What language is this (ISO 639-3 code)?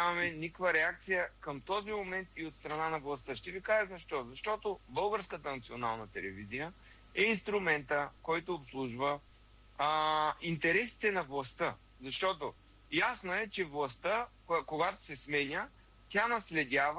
bul